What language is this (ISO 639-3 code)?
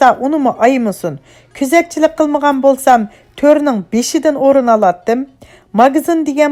uig